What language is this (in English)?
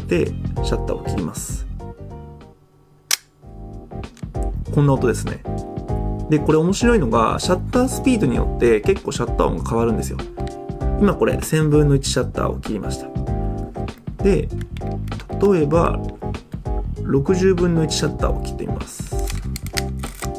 Japanese